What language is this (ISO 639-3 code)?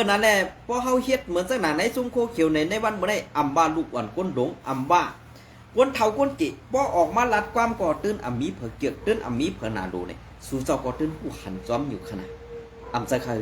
shn